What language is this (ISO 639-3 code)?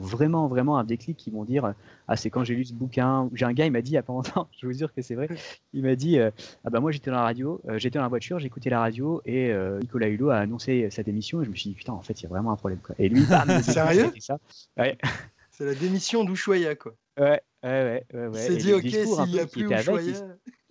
fra